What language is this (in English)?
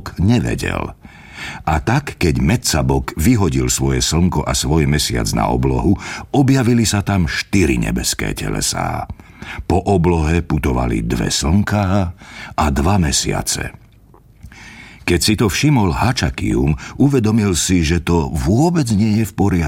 Slovak